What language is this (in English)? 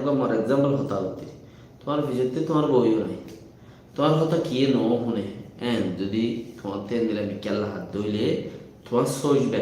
Rohingya